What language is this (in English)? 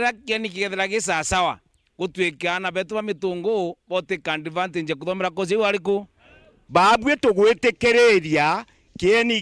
Meru